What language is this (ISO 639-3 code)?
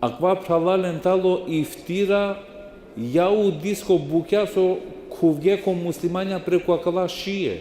rmn